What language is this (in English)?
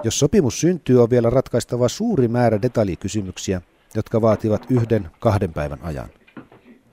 Finnish